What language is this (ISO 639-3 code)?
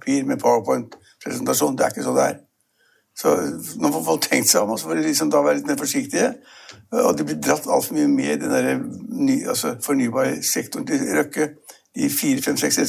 nor